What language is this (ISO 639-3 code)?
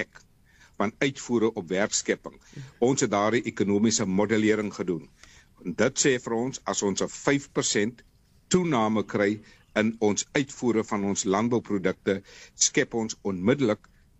afr